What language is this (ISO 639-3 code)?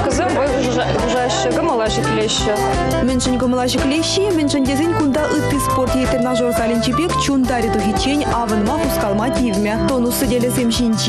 chv